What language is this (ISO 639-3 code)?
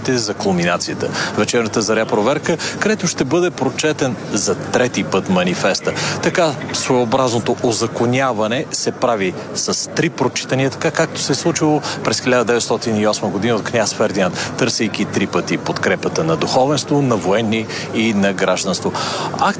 bul